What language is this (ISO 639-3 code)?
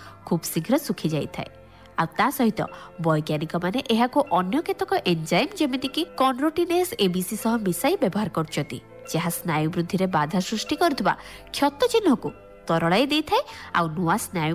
ori